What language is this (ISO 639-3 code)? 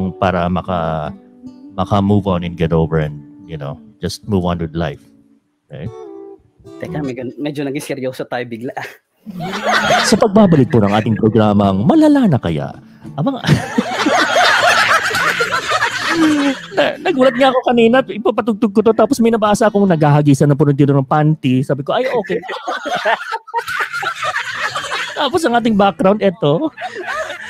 fil